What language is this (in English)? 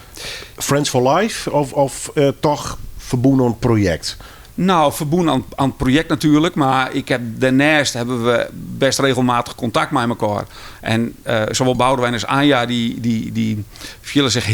Western Frisian